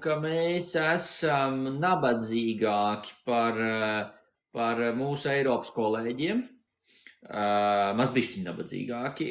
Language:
Latvian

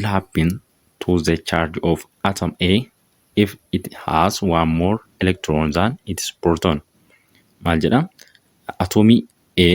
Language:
Oromo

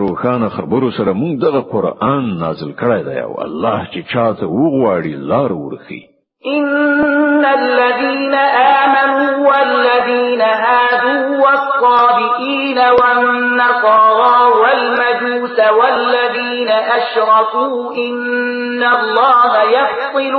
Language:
Pashto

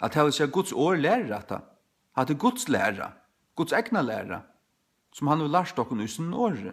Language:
Faroese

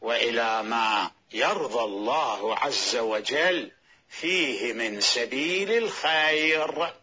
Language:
Mesopotamian Arabic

